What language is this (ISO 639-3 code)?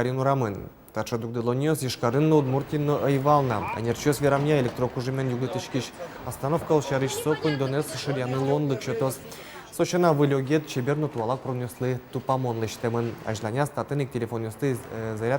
udm